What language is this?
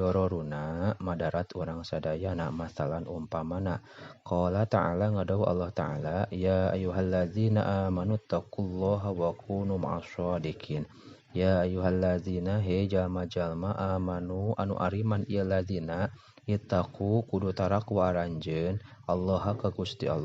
Sundanese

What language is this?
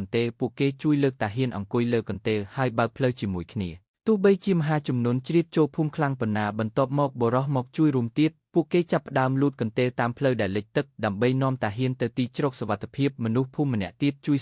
Khmer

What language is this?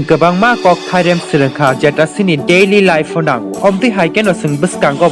Kok Borok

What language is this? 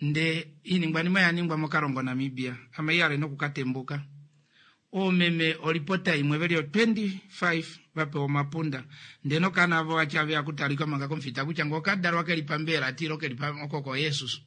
Kuanyama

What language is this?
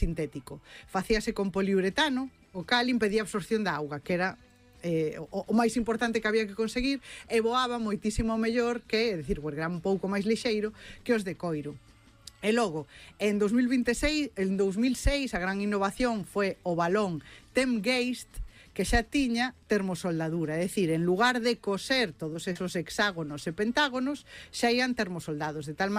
Galician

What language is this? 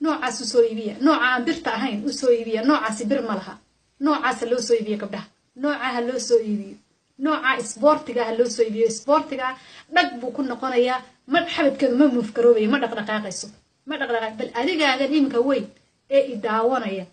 Somali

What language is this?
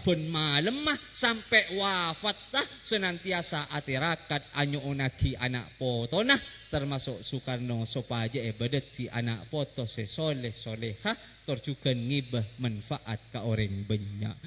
Madurese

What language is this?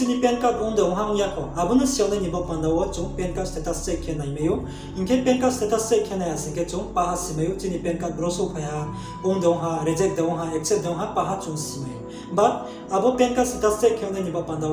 Riang (India)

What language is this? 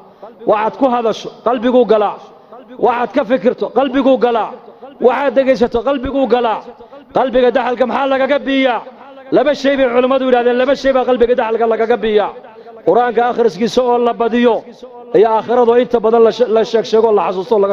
Somali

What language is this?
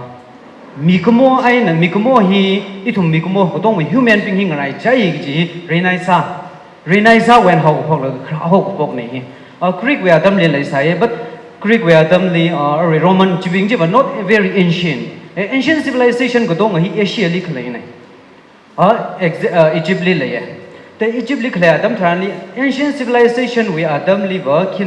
Tangkhul Naga (India)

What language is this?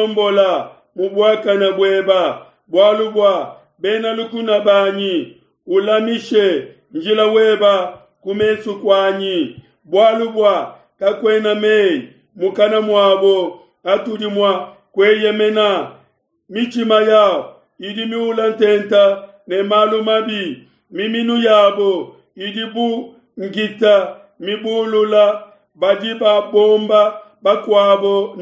Luba-Lulua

